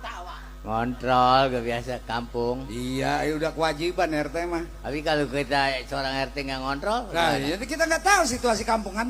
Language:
Betawi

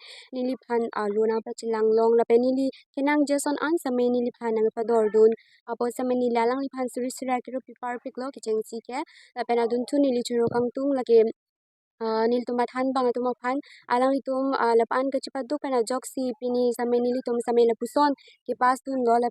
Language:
Karbi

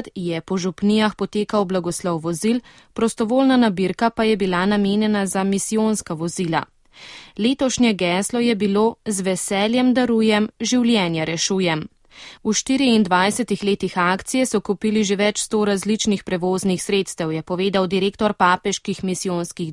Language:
Slovenian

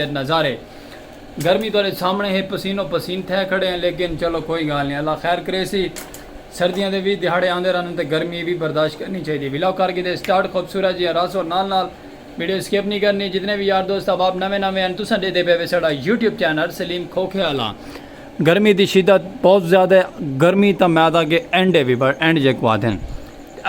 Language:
Saraiki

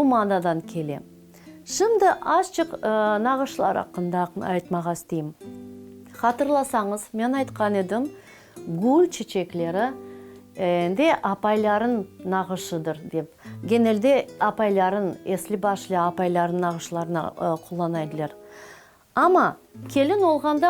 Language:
Crimean Tatar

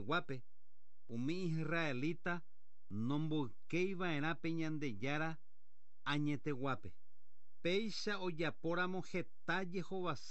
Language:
Guarani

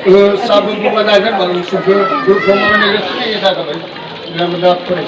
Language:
Nias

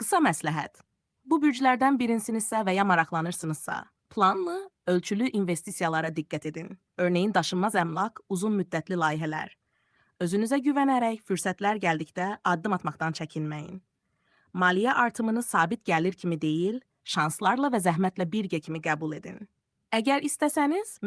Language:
Azerbaijani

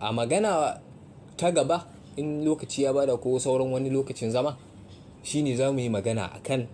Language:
Hausa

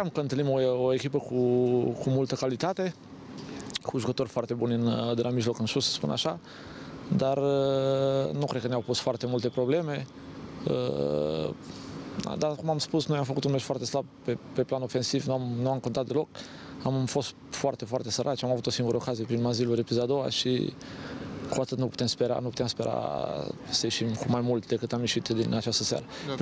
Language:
Romanian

